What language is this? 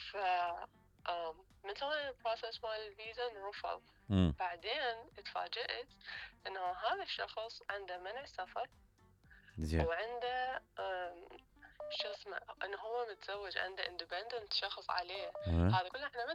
Mesopotamian Arabic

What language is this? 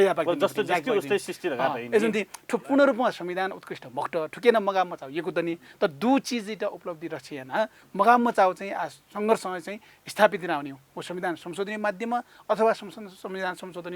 Newari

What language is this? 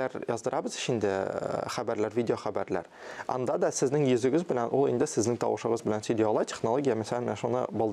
Tatar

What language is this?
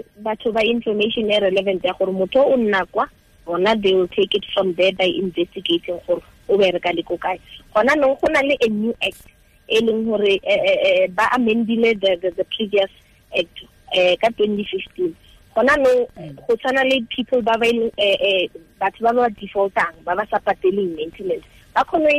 Tswana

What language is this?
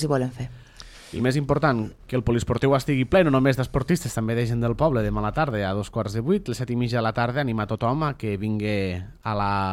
Catalan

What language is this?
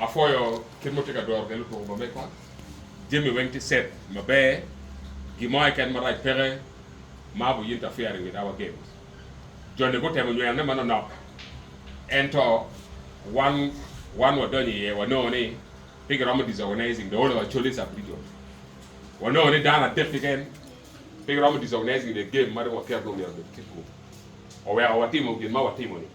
Acoli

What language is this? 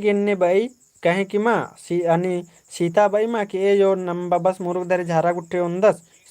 Kurukh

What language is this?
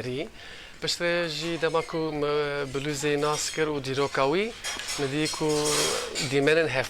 Kurdish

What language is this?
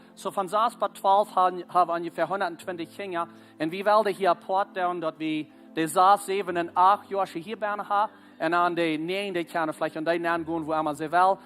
Plautdietsch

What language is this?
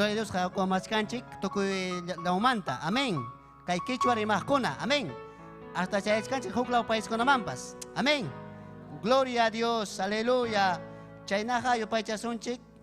Ayacucho Quechua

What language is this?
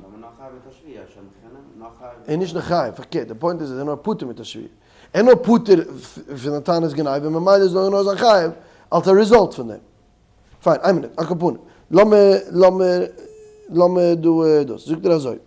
Yiddish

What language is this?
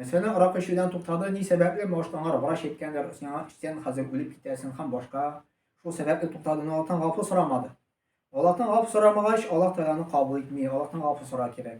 Tatar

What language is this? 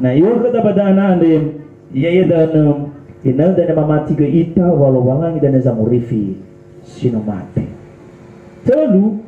Nias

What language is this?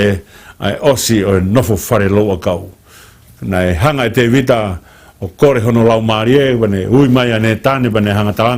Tongan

